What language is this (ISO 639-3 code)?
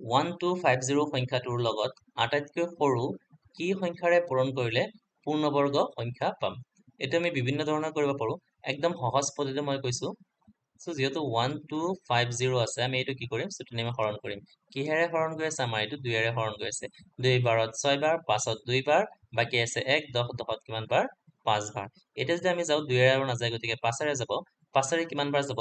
asm